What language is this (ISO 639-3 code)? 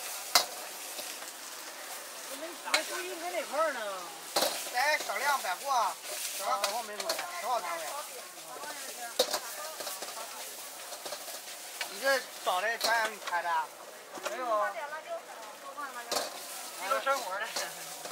zho